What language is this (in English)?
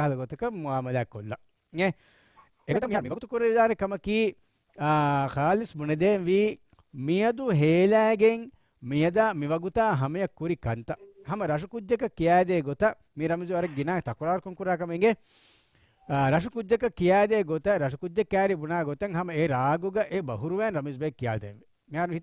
Divehi